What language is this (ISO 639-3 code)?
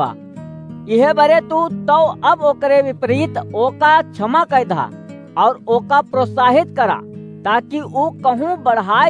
awa